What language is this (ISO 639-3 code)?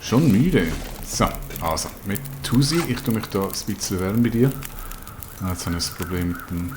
gsw